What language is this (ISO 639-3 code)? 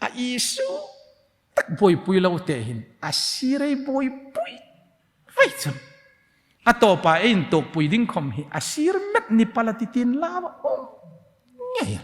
hmr